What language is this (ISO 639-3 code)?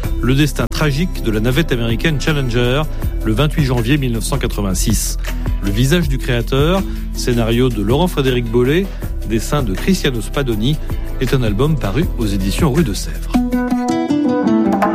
fra